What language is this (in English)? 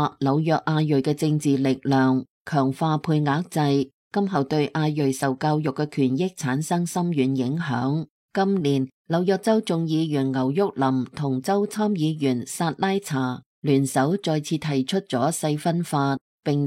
Cantonese